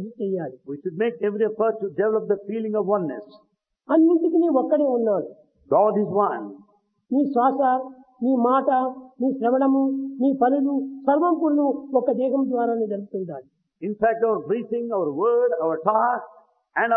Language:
Telugu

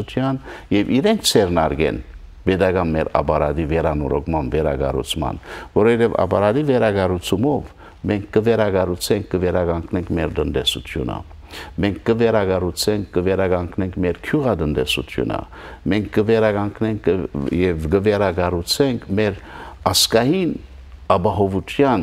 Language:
Western Armenian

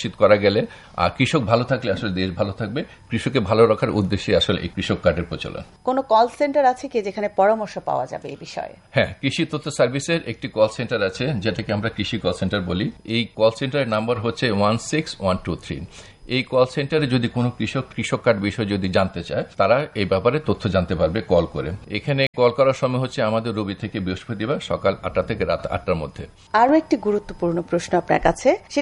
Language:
Bangla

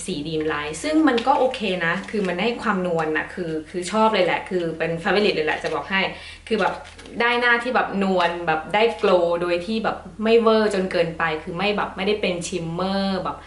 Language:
Thai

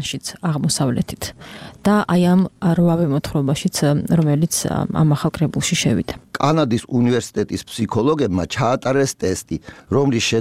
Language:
Georgian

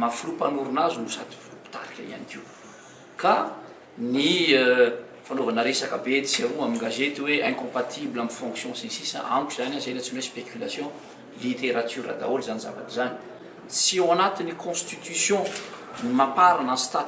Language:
Malagasy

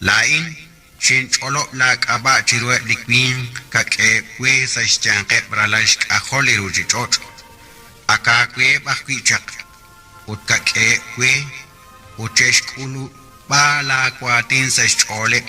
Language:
Kekchí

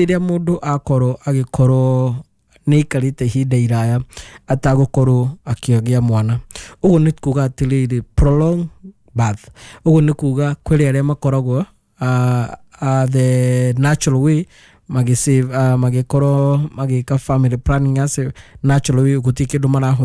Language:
Kikuyu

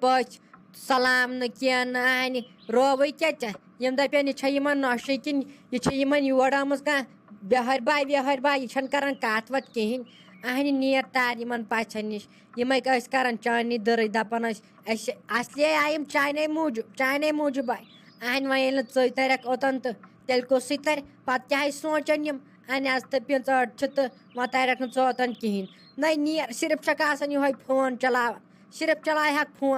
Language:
Kashmiri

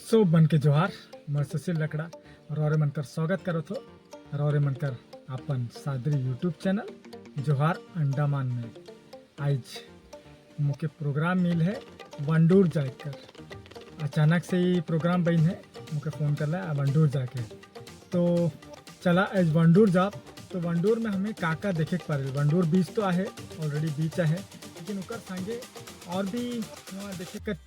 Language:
Sadri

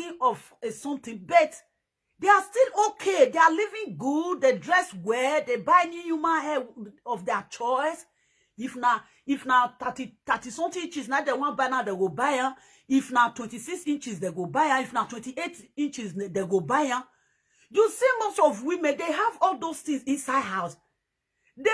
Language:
Nigerian Pidgin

